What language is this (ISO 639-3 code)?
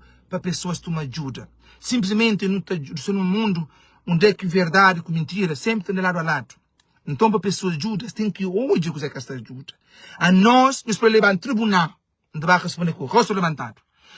kea